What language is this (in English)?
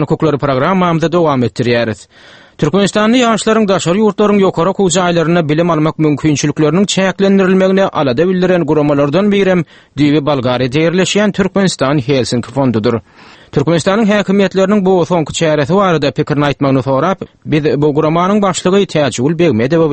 Turkmen